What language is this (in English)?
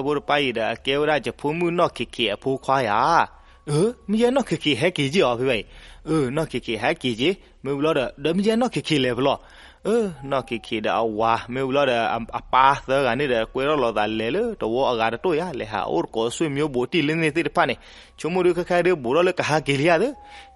S'gaw Karen